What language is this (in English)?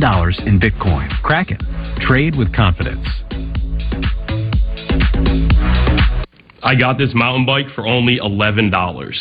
English